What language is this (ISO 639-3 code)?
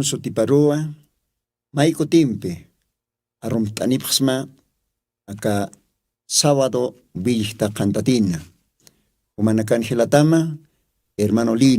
aym